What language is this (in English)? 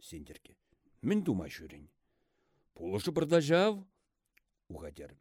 Chuvash